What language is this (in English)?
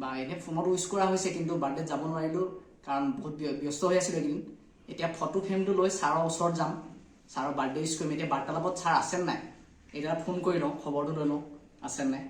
Assamese